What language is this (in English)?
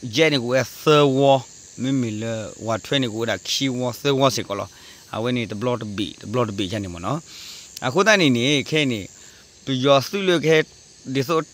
S'gaw Karen